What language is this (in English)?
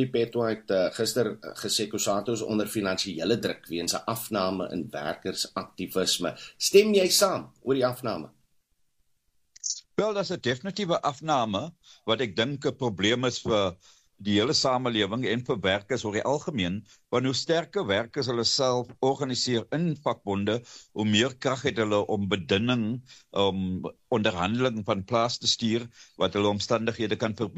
Afrikaans